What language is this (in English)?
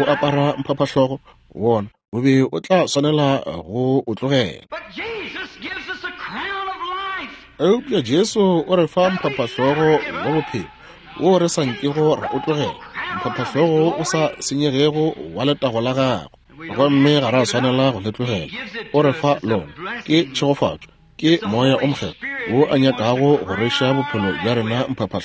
Northern Sotho